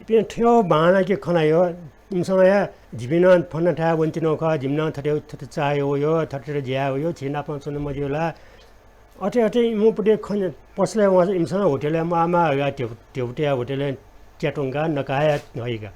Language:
Newari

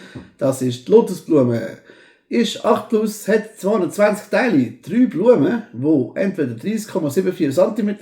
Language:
Swiss German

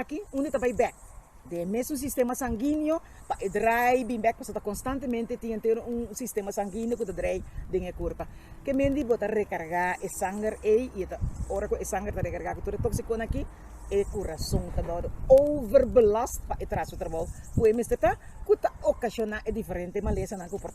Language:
Papiamento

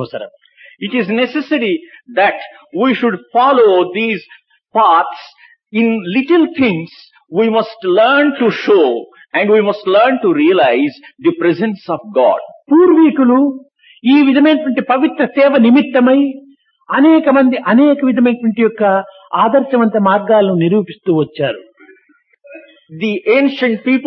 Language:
Telugu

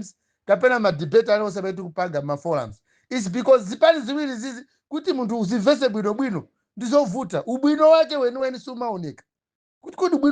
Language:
Nyanja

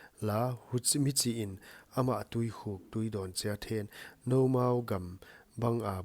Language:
Paite Chin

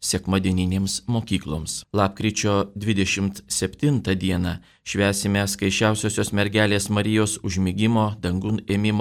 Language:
Lithuanian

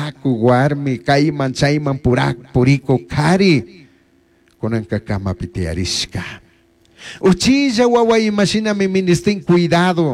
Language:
Chimborazo Highland Quichua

